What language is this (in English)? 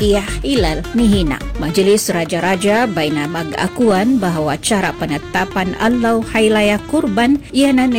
Malay